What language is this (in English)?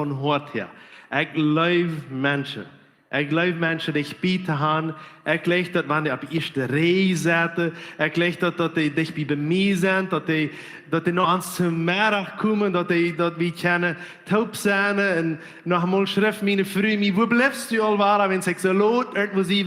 Plautdietsch